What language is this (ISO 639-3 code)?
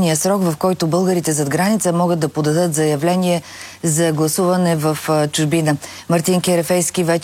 bul